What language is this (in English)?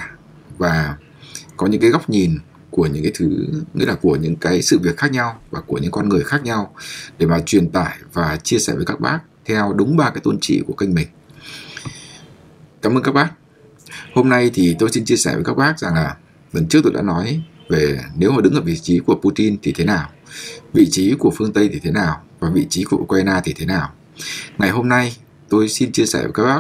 Vietnamese